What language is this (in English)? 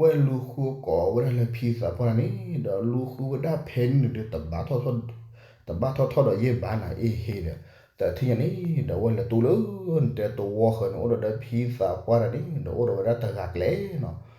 S'gaw Karen